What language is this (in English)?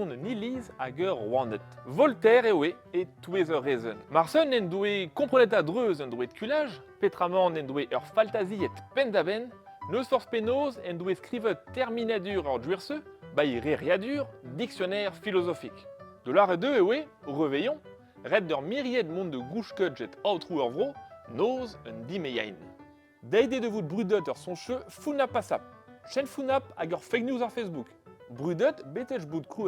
Breton